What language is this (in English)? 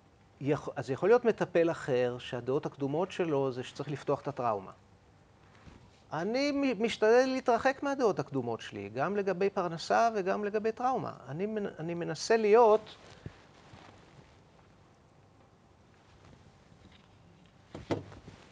Hebrew